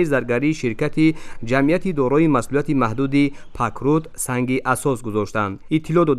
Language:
Tajik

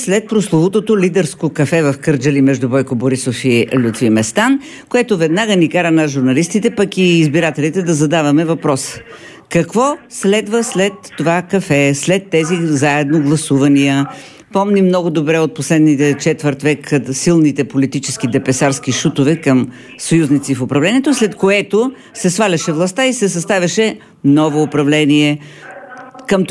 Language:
Bulgarian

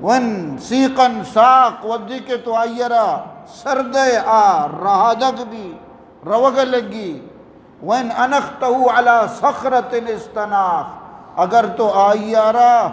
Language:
Eastern Balochi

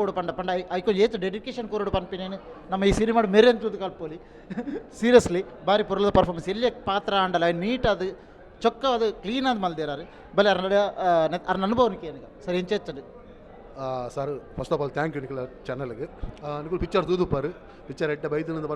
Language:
Tulu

